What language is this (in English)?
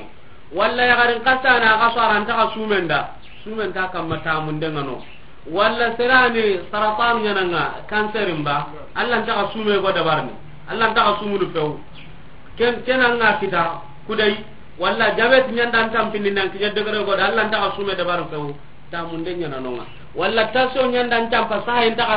Soninke